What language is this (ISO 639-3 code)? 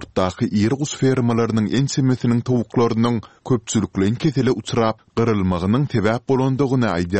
tuk